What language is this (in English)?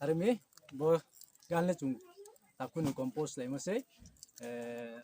Riang (India)